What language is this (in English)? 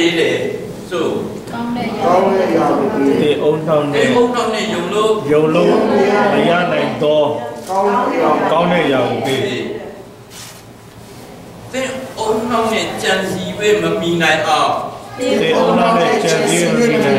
Burmese